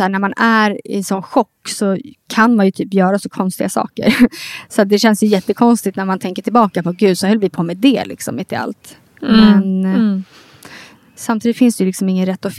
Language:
Swedish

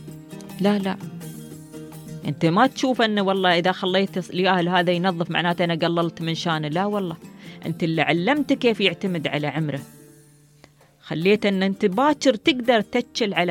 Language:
Gulf Arabic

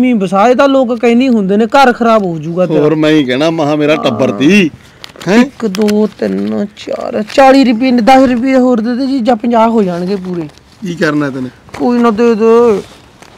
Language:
Punjabi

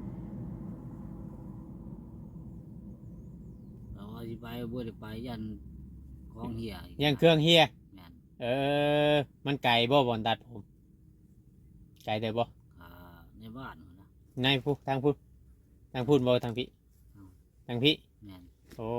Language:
Northeastern Thai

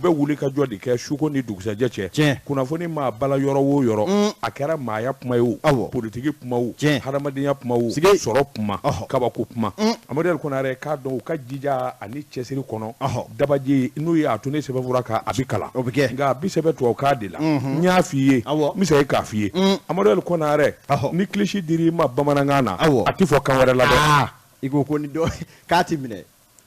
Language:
Bambara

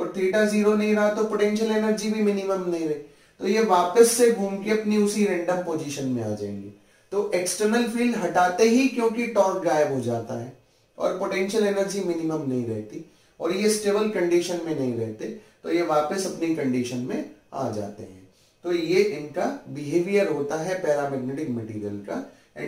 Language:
Hindi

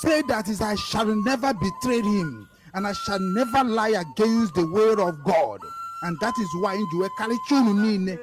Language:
Igbo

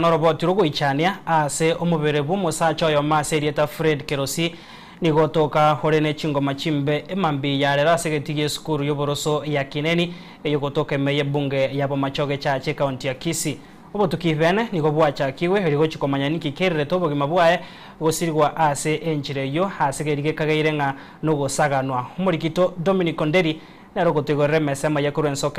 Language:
Gusii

